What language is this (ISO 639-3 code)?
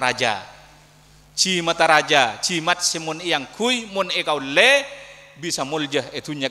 mad